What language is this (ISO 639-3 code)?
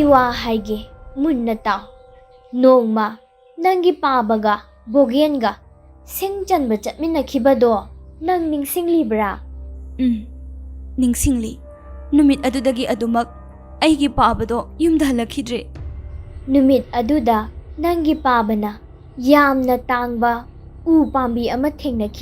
mni